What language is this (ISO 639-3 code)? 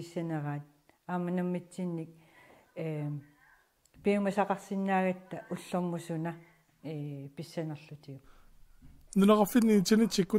kal